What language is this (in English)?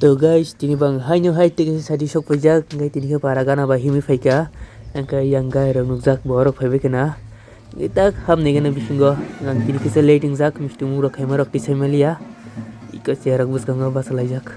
Kok Borok